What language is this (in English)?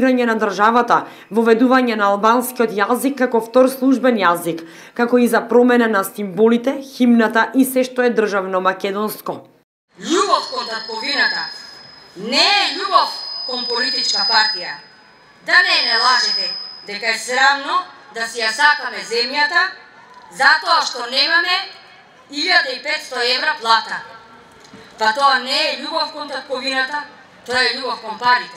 Macedonian